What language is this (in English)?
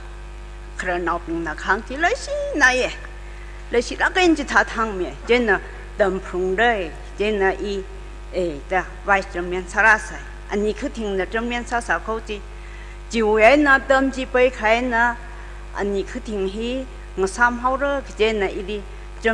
Tangkhul Naga (India)